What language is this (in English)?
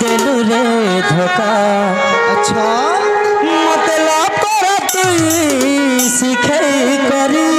Chhattisgarhi